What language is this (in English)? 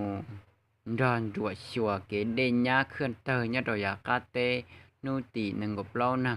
Hmong